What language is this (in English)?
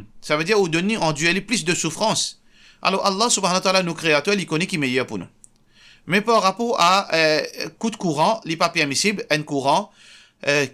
Morisyen